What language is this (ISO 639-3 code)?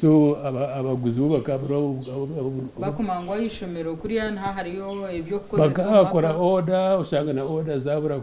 nyn